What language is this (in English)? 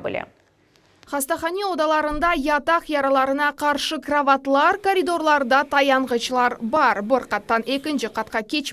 Crimean Tatar